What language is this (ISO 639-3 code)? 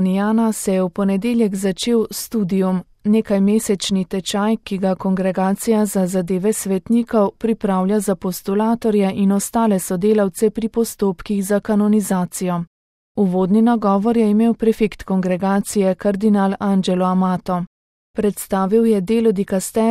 slv